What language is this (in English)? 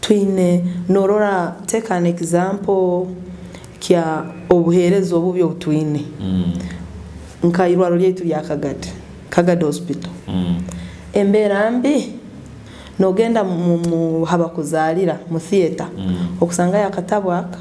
Nyoro